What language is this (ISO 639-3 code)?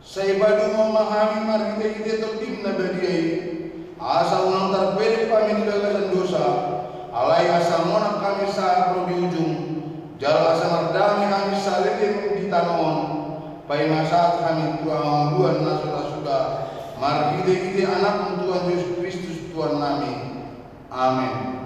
bbc